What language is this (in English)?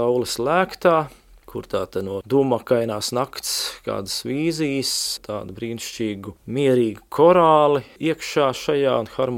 Latvian